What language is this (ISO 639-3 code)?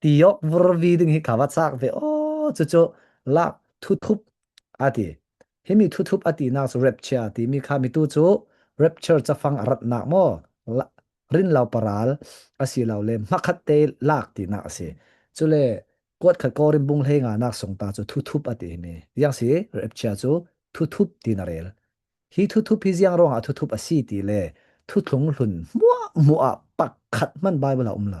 cfm